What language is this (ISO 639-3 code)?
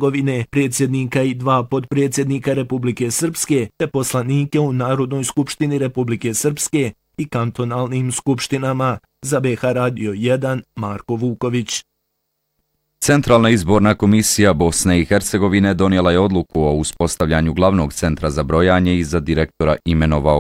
bos